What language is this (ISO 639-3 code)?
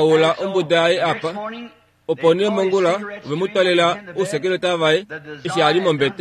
kua